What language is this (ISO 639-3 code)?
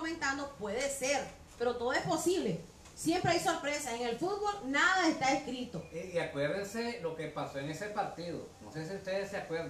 spa